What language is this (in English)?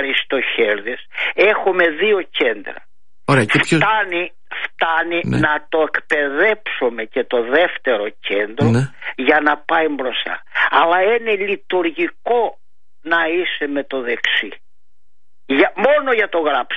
Greek